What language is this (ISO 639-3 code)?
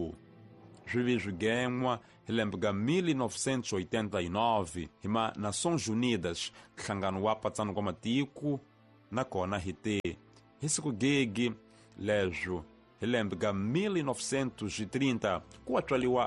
tso